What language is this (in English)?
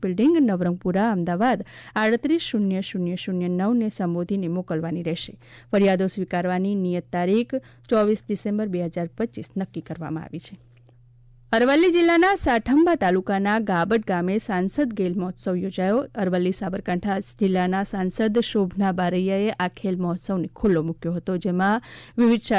Gujarati